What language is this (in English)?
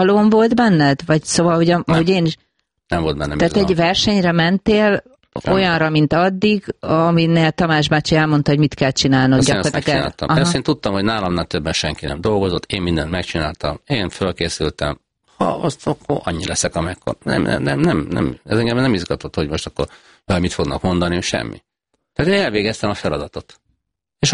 Hungarian